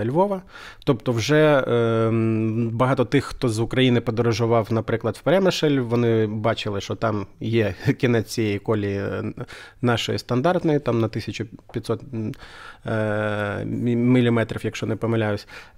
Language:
Ukrainian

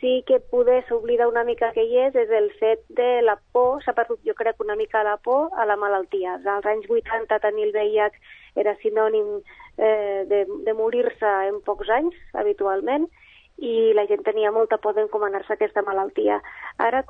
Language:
Catalan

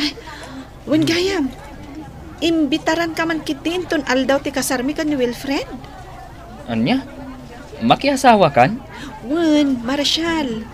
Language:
Iloko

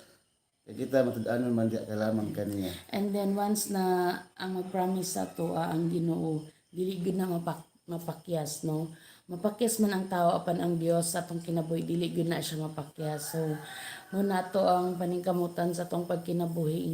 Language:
Cebuano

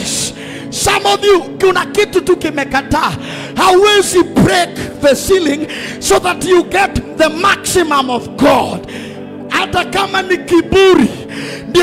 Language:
Swahili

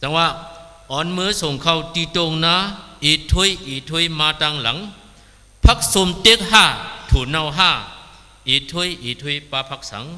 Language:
Shan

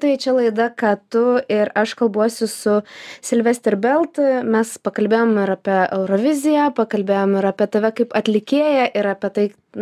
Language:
Lithuanian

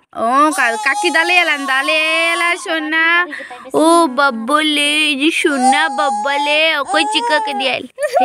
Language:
Santali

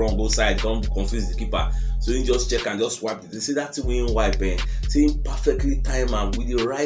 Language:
Nigerian Pidgin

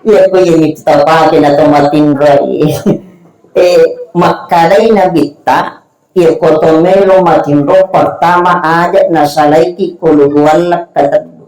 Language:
Buginese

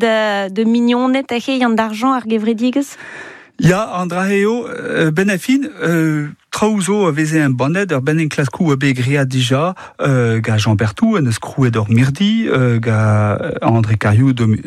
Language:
Breton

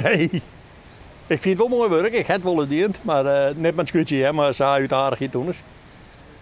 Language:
Western Frisian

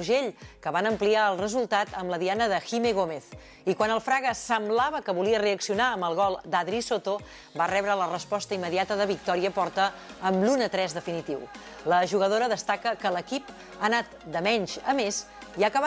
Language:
Catalan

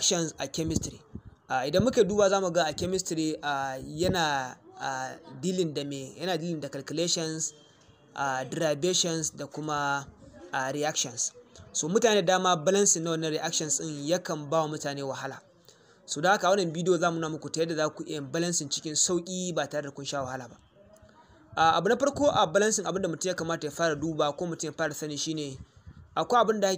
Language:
Hausa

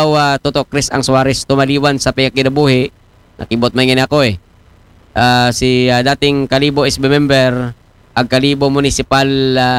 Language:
Aklanon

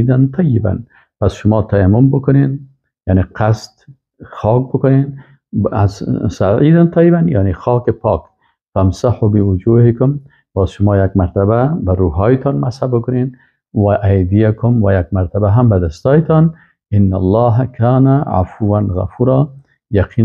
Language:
Persian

